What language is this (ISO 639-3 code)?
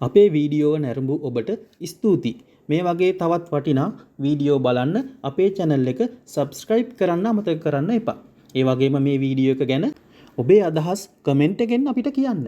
sin